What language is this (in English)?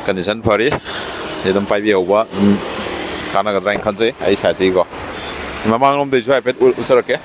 Manipuri